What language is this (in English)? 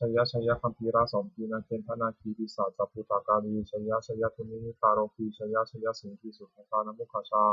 Pali